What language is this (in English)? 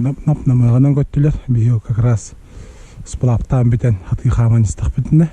Yakut